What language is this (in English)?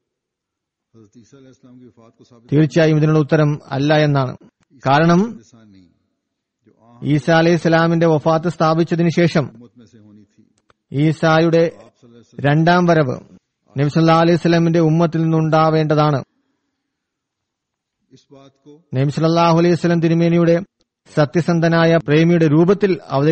Malayalam